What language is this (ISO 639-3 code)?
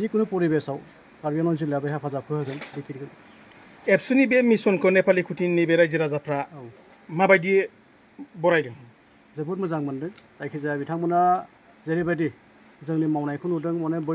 brx